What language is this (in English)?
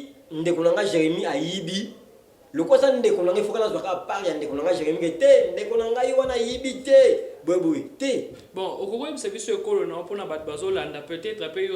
Lingala